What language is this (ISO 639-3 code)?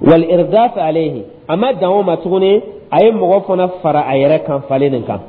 dyu